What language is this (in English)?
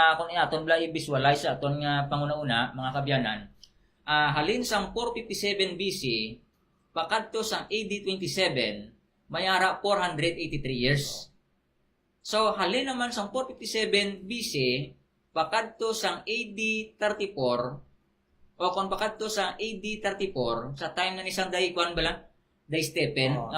Hiligaynon